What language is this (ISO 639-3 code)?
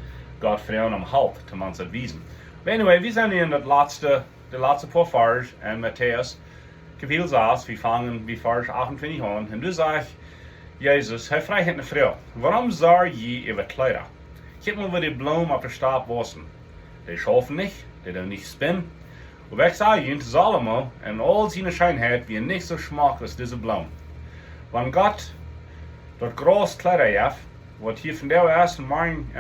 pdt